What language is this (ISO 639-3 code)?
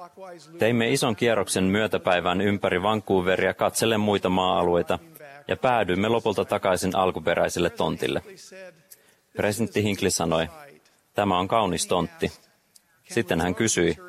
fin